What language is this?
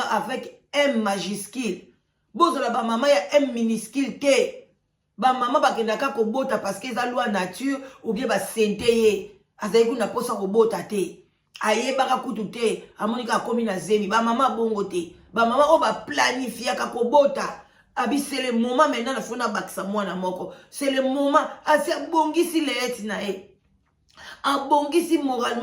Lingala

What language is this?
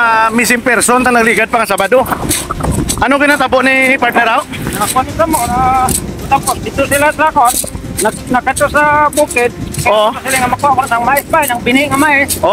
Hiligaynon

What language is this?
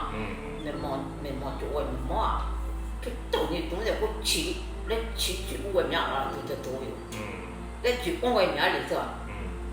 Akha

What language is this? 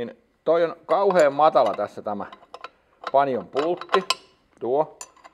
Finnish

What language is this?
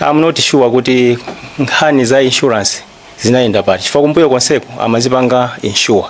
Nyanja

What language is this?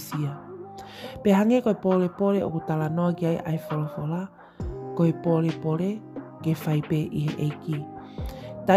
Tongan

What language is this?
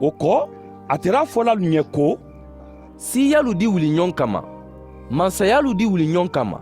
Mandingo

